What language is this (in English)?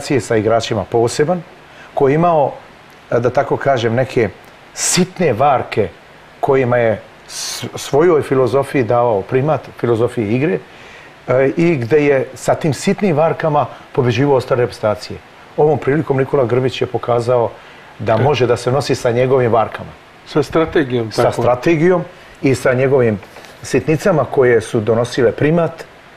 Serbian